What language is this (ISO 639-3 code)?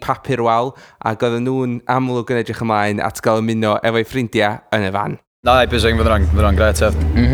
cym